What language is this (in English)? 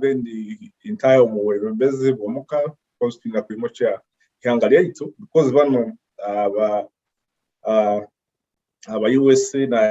Nyoro